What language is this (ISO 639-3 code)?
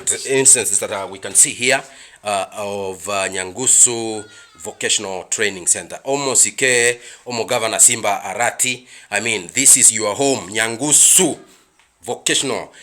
guz